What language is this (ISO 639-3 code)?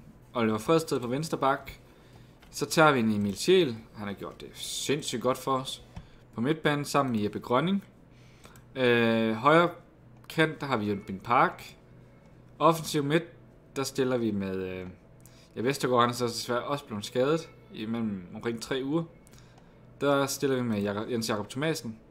dan